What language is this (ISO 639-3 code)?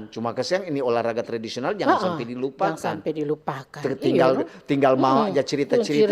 xmm